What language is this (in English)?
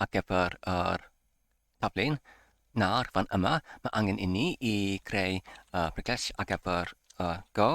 Welsh